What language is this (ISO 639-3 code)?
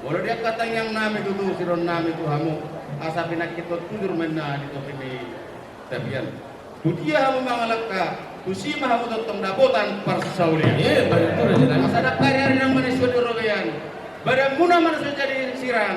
bbc